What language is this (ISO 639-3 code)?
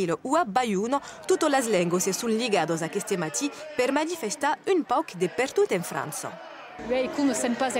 oci